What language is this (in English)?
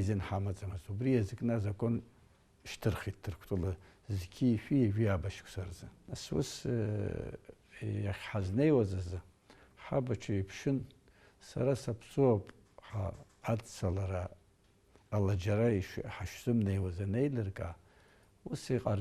Abkhazian